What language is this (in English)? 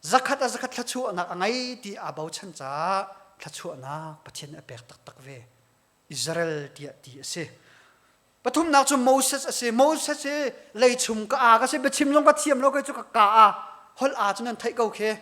Hakha Chin